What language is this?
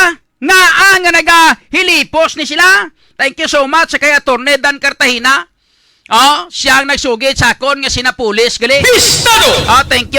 Hiligaynon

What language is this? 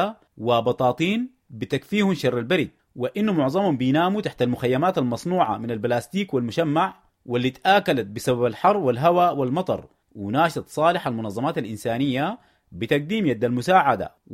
Sudanese Arabic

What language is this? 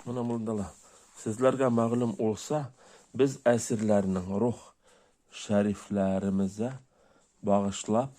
Bashkir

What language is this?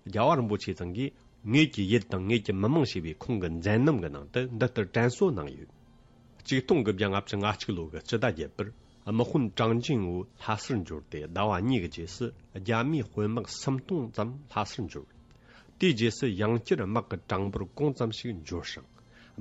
Tibetan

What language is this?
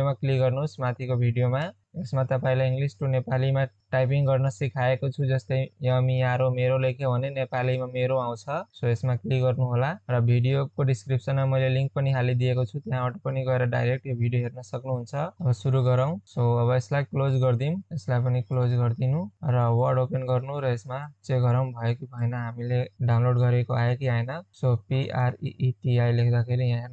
Nepali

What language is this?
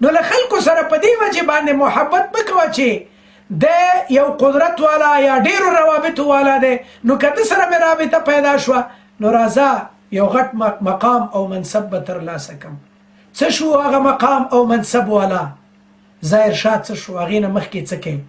Pashto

